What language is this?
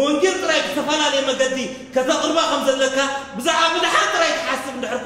Tigrinya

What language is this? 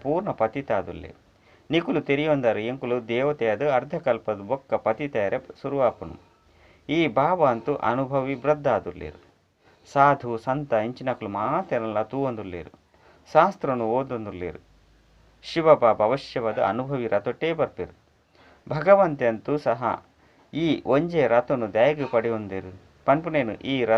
Tulu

